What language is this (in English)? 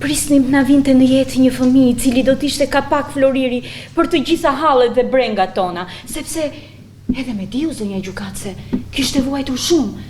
Albanian